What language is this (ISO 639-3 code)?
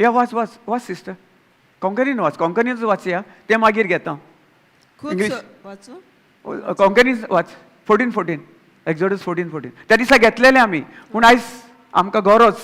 kok